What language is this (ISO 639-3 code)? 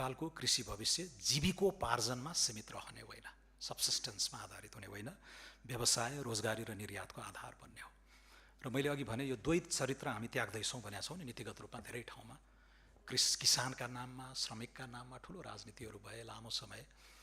nep